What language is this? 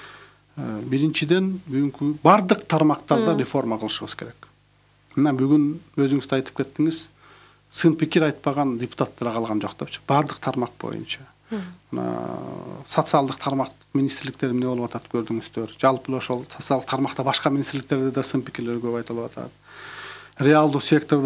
Kyrgyz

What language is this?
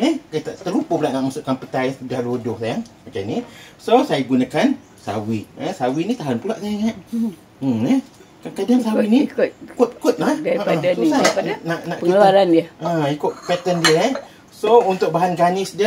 Malay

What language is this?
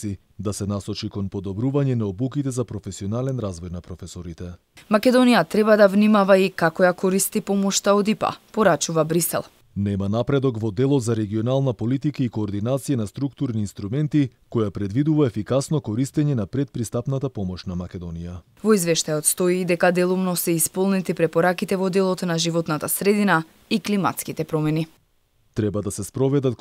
Macedonian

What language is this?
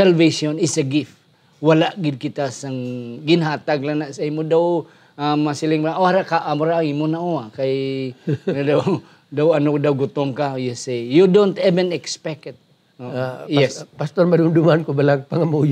Hiligaynon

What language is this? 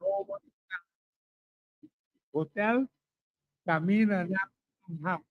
Papiamento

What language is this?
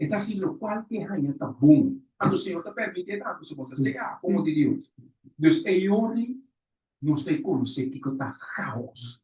Papiamento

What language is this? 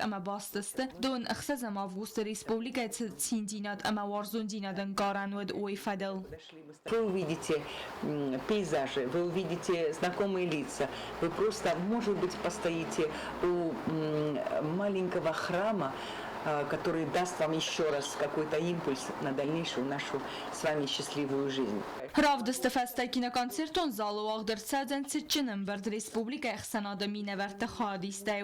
Ossetic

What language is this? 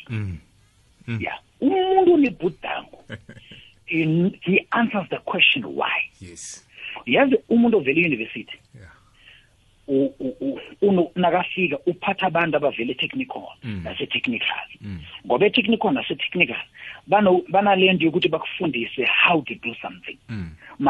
South Ndebele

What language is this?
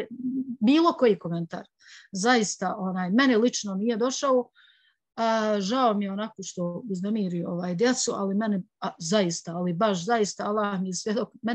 Bosnian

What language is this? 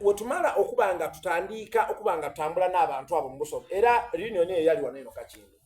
Soga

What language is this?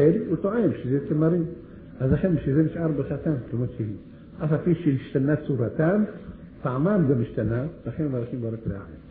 Hebrew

